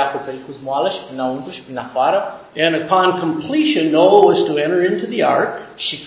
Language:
Romanian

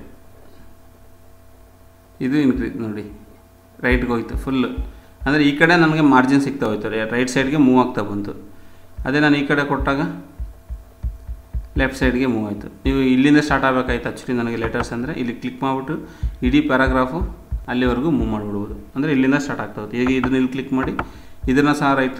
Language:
Kannada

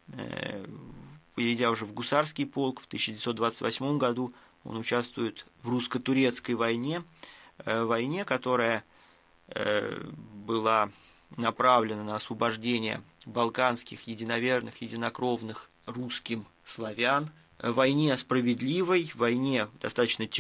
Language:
Russian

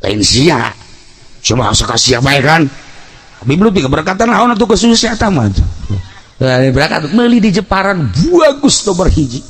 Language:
Sundanese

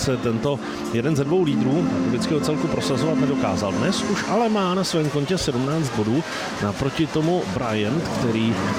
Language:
Czech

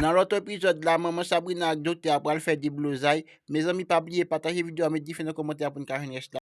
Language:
Haitian Creole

